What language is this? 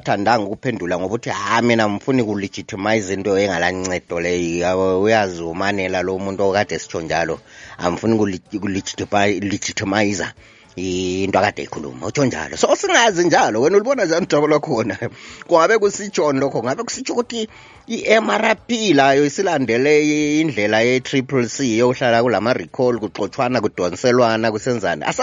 North Ndebele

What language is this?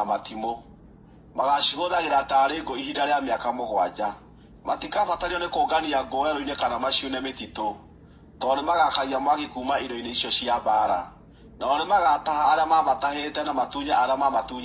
Kikuyu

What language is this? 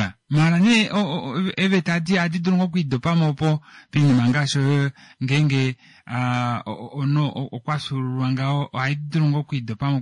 Kuanyama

